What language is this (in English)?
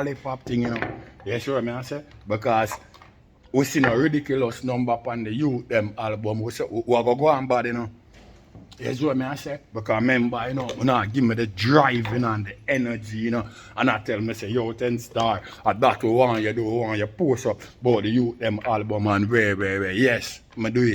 Jamaican Creole English